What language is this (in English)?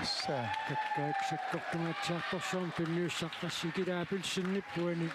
Kalaallisut